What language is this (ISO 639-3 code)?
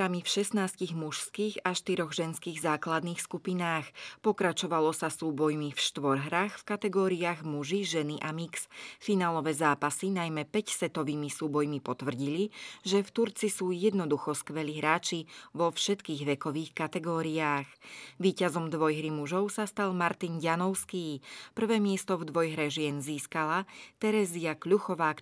slk